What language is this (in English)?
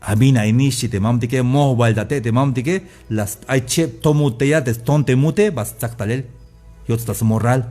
Tzeltal